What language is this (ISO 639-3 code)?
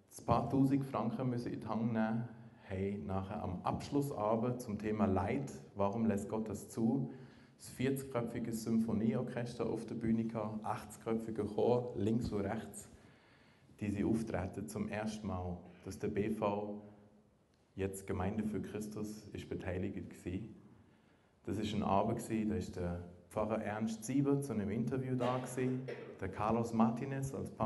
gsw